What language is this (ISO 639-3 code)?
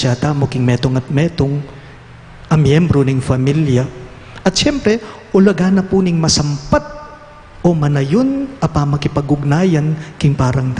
pam